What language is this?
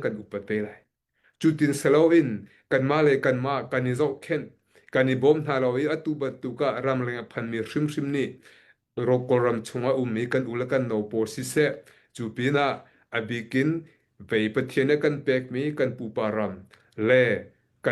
Hakha Chin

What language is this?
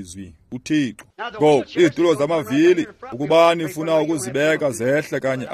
Xhosa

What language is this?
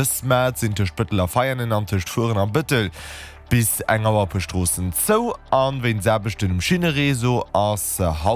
Luxembourgish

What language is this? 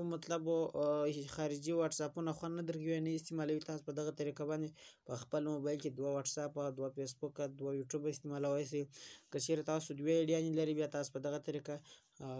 Pashto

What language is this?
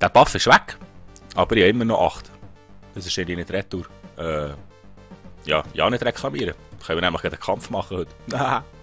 Swiss German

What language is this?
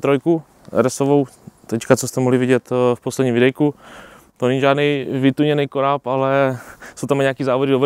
Czech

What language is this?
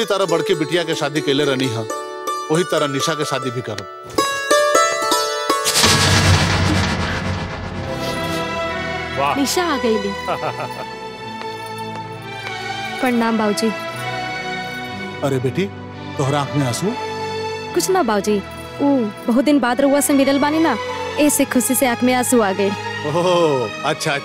Bhojpuri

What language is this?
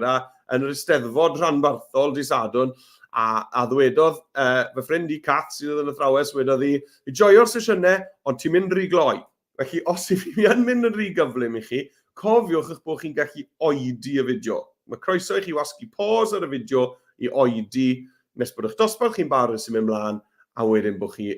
Welsh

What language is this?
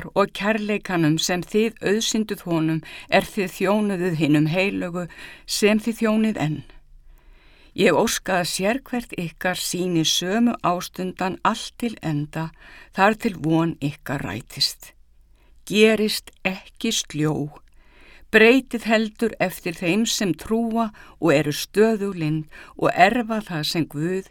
Icelandic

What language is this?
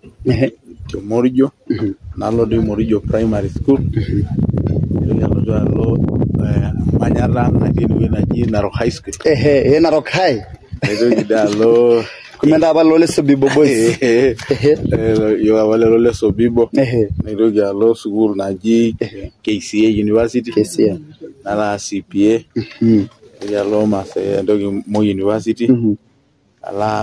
Masai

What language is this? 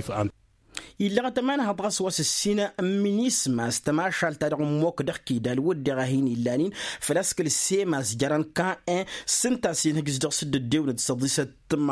Tamasheq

